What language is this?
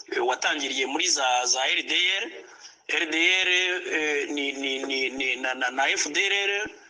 Kinyarwanda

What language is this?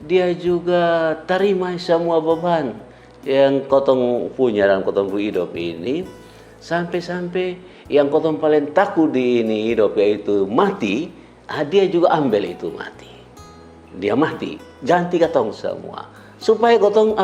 Kupang Malay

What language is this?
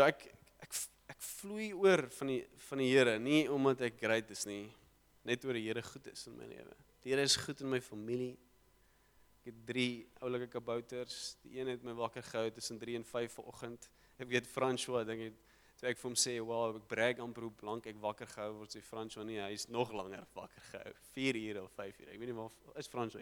Afrikaans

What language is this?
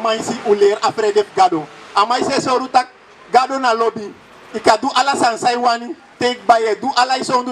Sranan Tongo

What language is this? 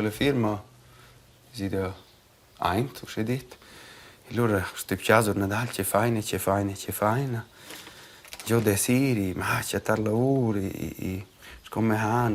Romansh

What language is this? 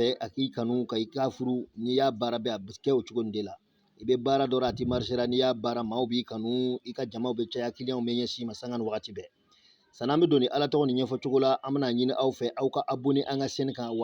Bambara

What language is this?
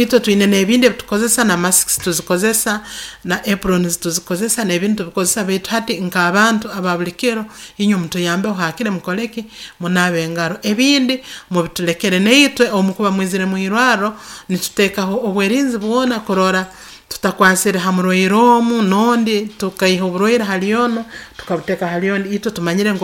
Nyoro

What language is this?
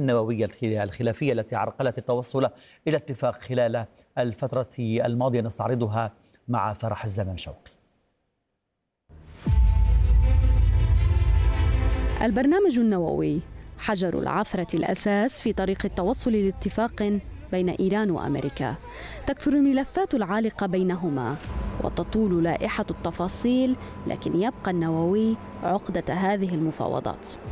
Arabic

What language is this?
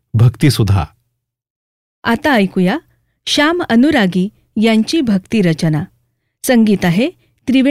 Marathi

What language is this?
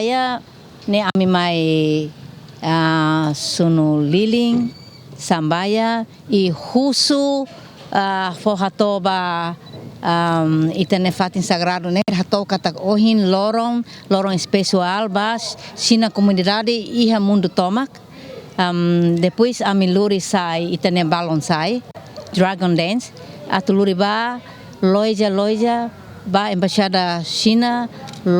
Tetum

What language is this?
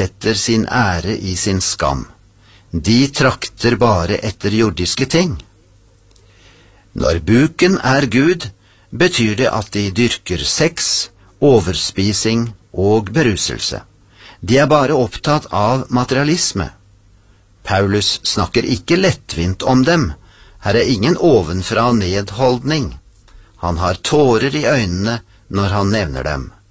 Norwegian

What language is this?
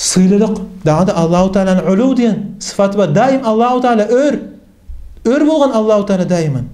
Kumyk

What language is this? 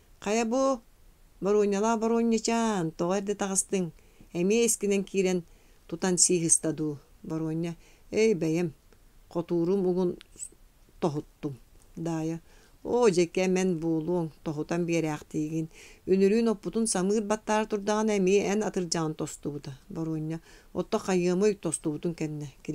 Yakut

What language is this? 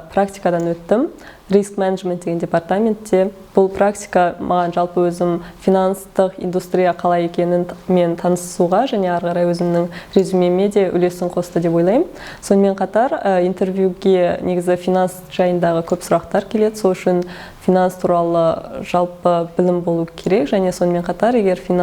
Kazakh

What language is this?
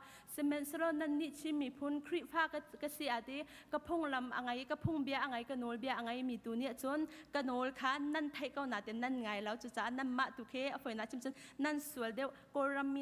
Hakha Chin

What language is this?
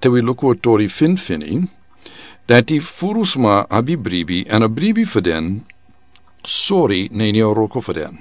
Sranan Tongo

